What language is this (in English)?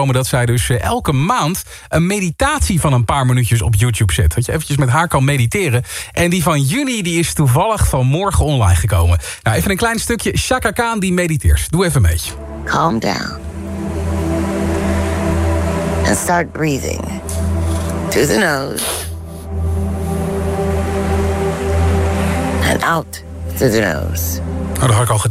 Dutch